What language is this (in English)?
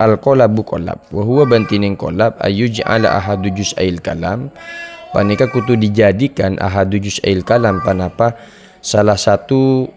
Madurese